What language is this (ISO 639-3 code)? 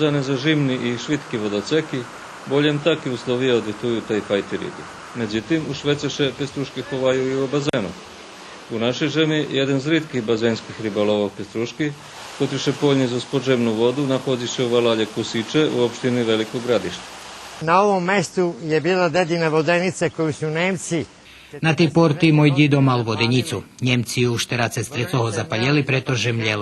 rue